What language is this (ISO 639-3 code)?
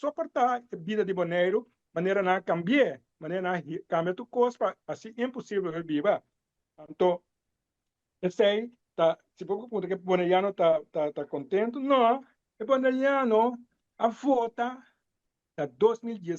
pap